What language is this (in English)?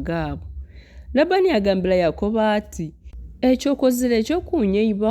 Nyankole